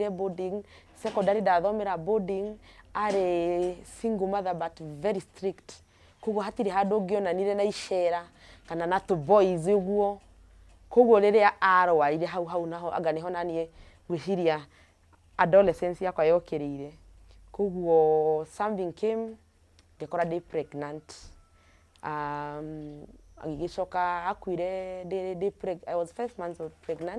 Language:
Kikuyu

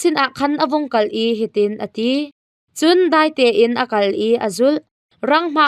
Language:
Hakha Chin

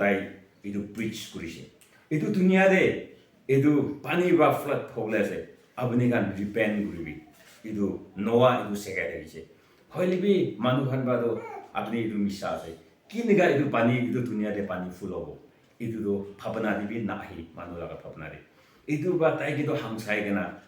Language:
Naga Pidgin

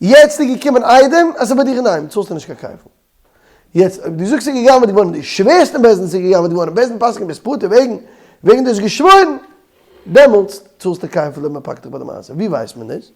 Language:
Yiddish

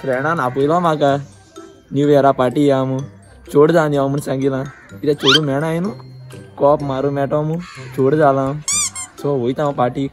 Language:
Konkani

